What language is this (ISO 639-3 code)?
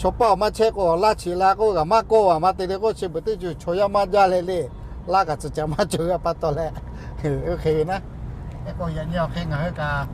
lhu